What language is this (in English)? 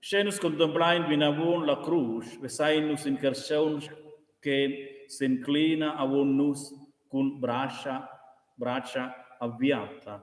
Romansh